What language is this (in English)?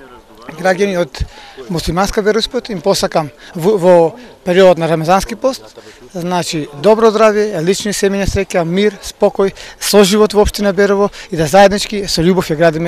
Macedonian